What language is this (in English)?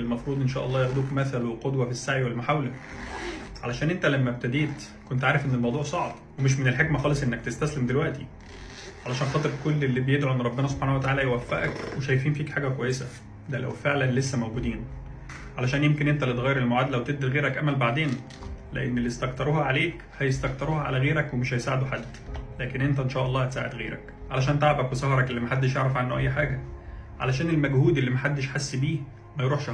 Egyptian Arabic